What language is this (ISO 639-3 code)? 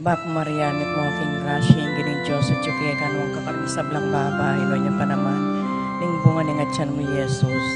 pam